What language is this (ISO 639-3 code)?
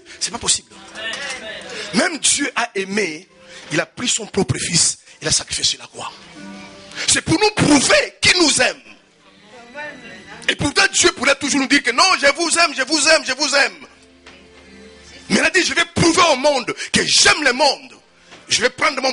fra